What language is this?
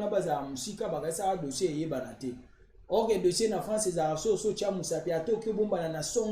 Lingala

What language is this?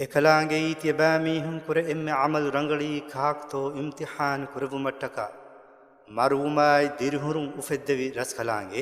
Divehi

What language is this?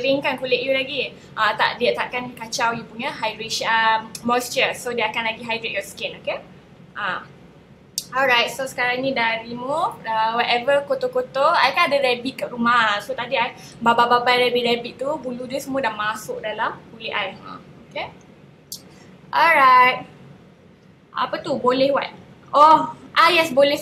Malay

